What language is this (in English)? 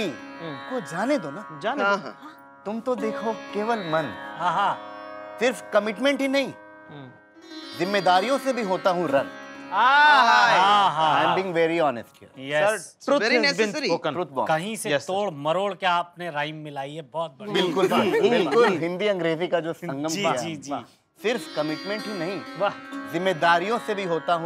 Hindi